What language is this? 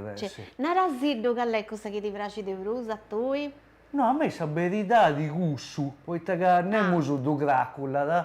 Sardinian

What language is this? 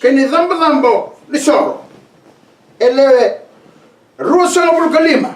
Fijian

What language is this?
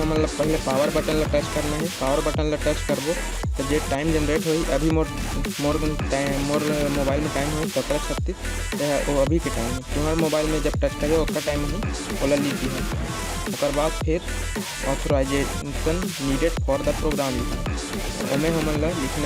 Chhattisgarhi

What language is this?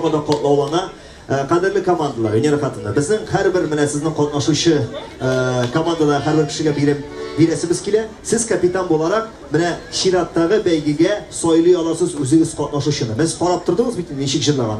Tatar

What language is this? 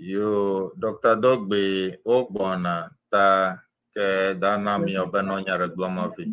Ewe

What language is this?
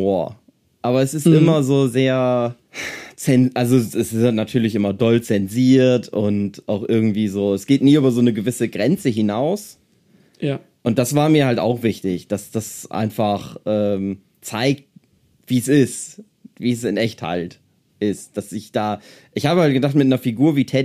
German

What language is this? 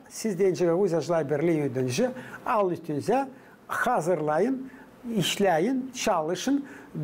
Gagauz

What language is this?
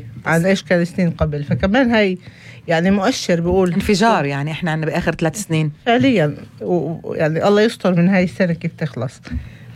North Levantine Arabic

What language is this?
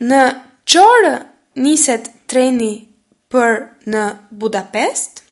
Albanian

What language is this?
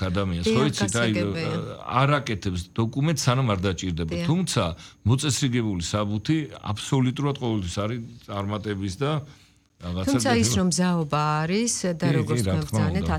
Georgian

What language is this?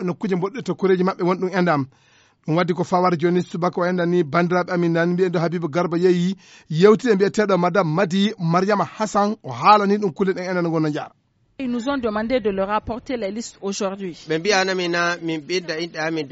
Fula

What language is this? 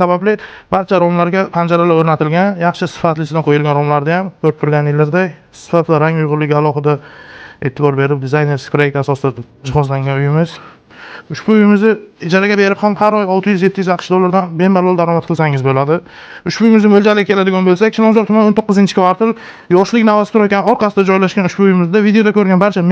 Uzbek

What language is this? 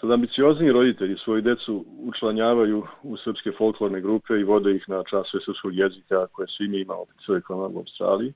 Serbian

